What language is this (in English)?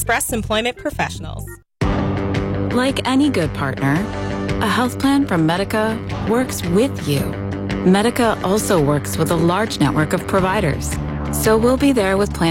English